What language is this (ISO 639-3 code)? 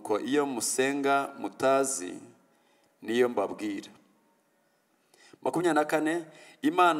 kin